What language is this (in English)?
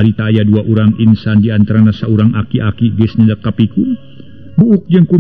Sundanese